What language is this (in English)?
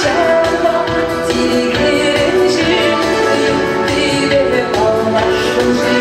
Chuvash